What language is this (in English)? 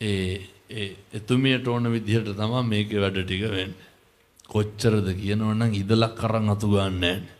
Sinhala